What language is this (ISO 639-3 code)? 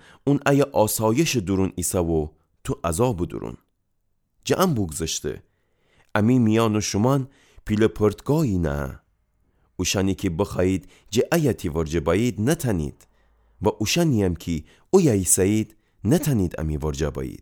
glk